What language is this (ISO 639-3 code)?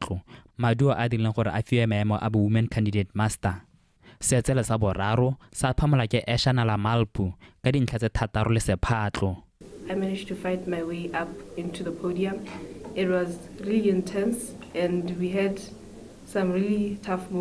tsn